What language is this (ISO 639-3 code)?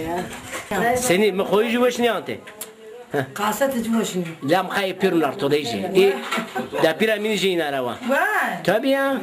zza